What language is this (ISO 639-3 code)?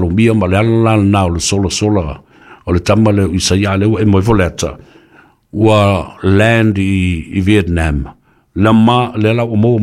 smo